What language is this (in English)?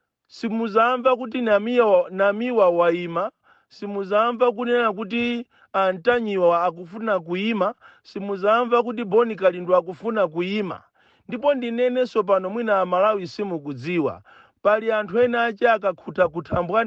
Nyanja